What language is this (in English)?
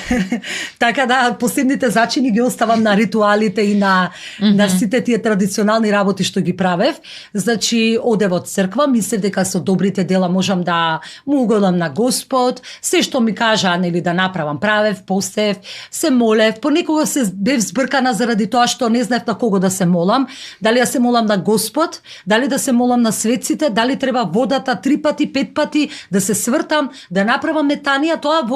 Macedonian